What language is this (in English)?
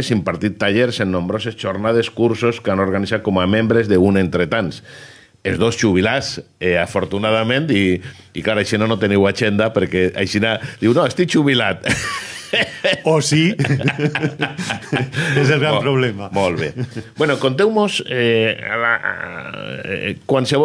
Catalan